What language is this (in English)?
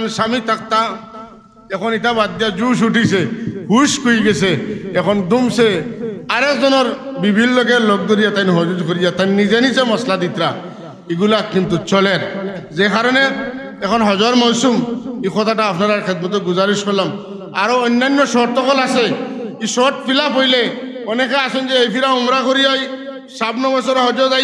Sylheti